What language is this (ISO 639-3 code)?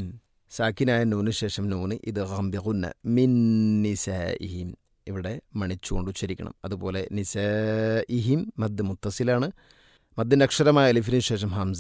mal